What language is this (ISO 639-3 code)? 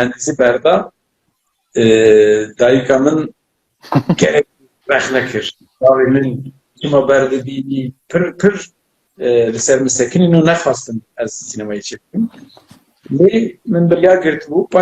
kur